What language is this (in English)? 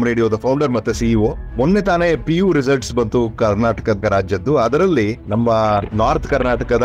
Kannada